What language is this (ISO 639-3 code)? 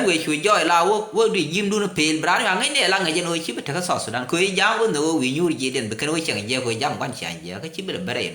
nus